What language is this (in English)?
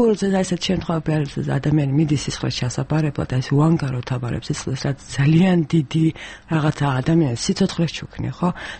Georgian